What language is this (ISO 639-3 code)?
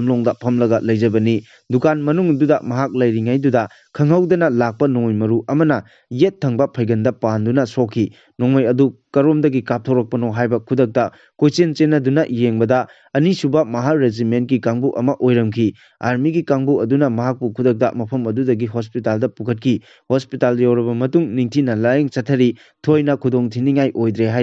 mni